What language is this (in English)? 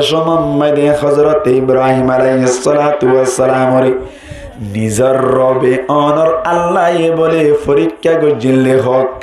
Rohingya